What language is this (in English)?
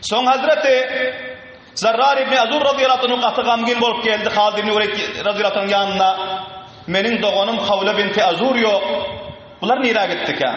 Turkmen